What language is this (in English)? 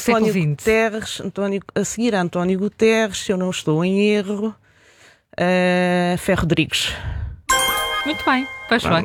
Portuguese